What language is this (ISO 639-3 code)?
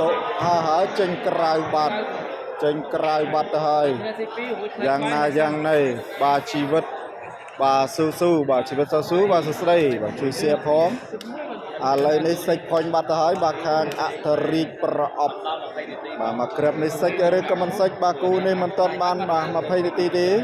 khm